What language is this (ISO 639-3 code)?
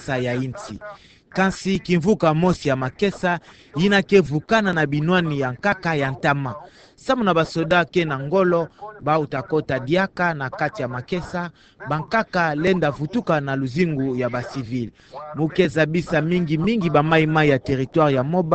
ktu